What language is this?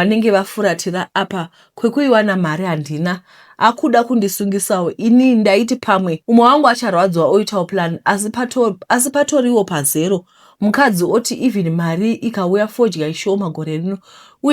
Shona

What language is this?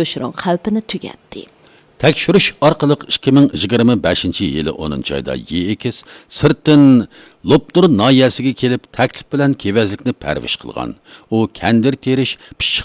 Uyghur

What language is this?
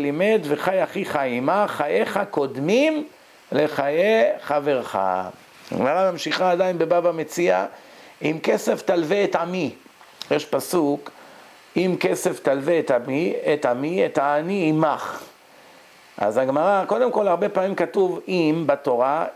Hebrew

